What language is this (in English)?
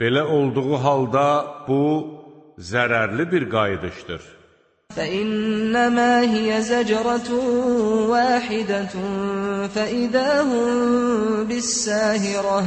Azerbaijani